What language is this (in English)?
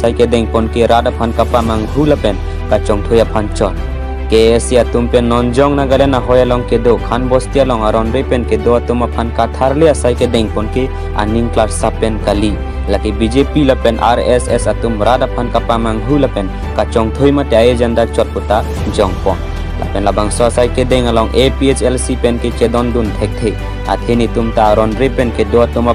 Karbi